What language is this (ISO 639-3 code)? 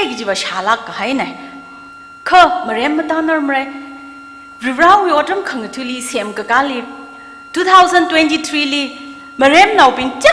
nmf